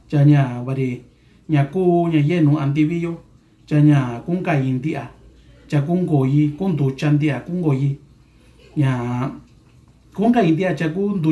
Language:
Mixtepec Mixtec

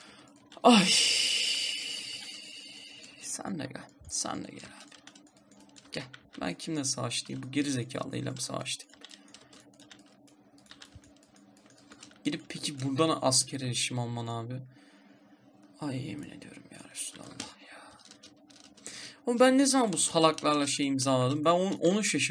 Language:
Turkish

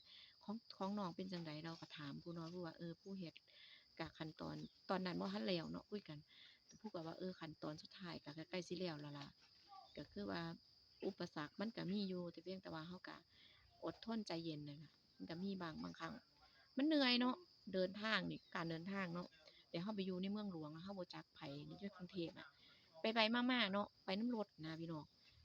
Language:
Northeastern Thai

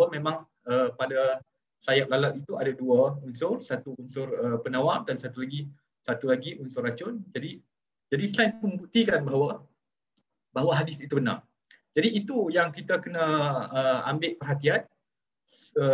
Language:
Malay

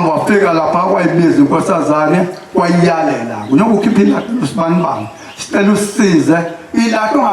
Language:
Zulu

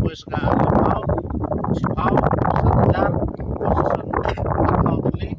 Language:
Khasi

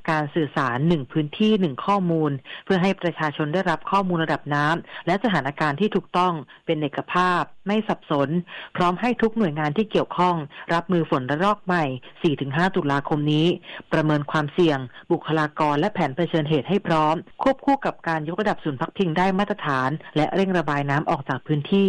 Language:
Thai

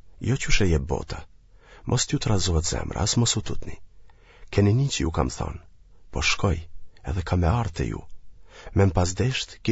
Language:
Albanian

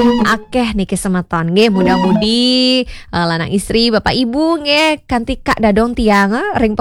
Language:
Balinese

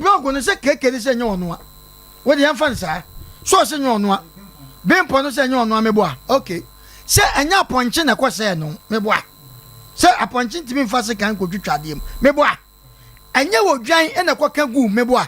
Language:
Akan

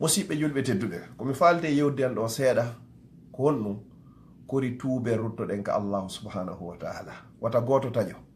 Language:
Fula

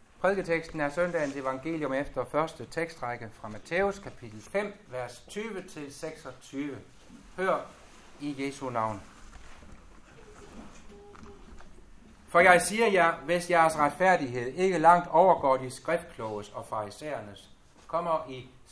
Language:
Danish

